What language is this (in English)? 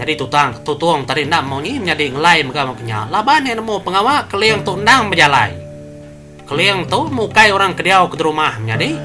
Iban